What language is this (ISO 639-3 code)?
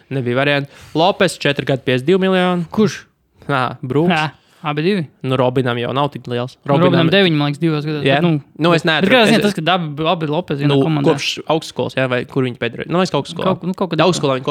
lav